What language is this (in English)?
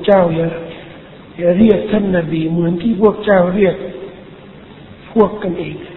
Thai